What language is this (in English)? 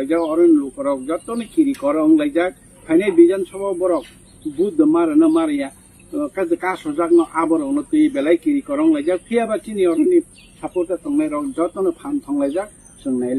Kok Borok